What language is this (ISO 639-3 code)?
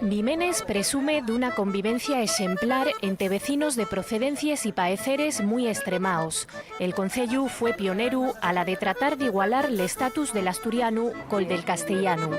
ast